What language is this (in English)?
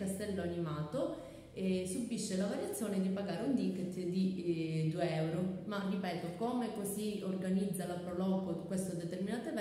Italian